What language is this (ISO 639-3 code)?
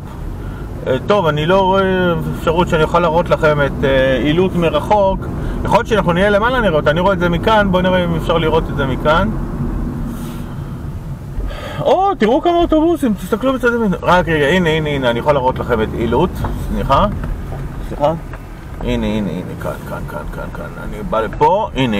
heb